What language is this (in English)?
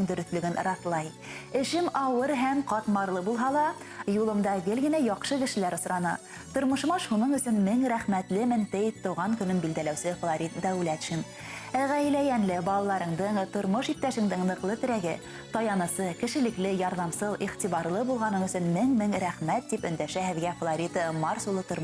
Bashkir